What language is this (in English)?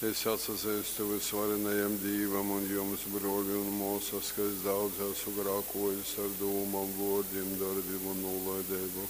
Latgalian